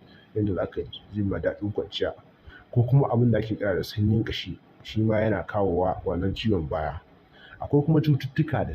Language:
Hausa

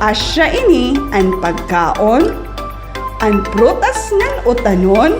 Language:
Waray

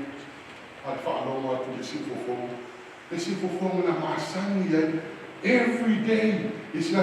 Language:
Samoan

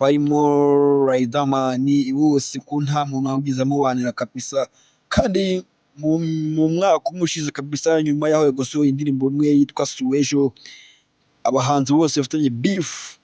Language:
Kinyarwanda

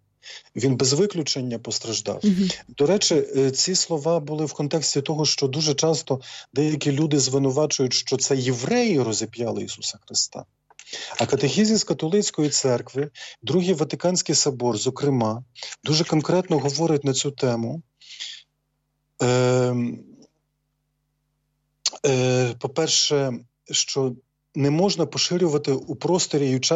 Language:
Ukrainian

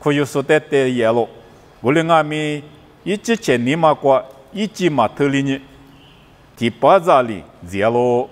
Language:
Lisu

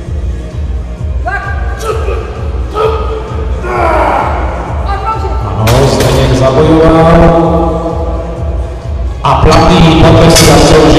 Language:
Czech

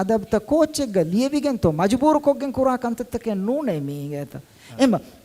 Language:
Divehi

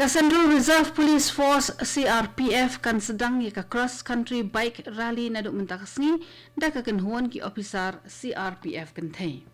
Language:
Khasi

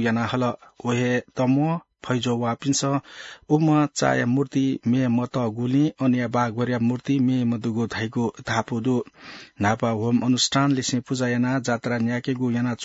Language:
Newari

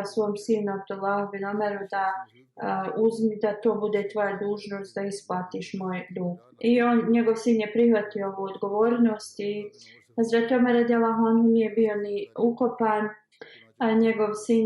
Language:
Bosnian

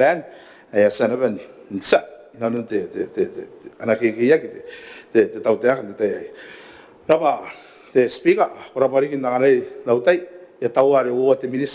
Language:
Gilbertese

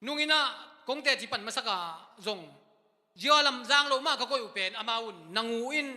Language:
Tedim Chin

